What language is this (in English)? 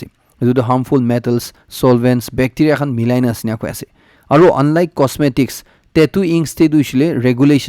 Naga Pidgin